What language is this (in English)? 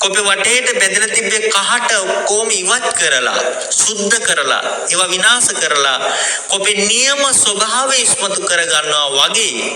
Sinhala